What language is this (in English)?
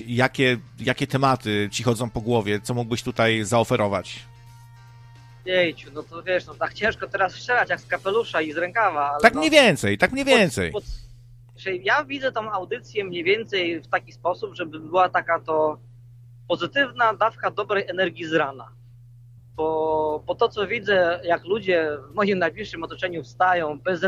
Polish